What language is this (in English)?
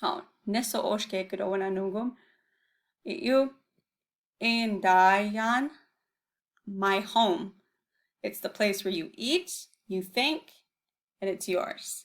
Chippewa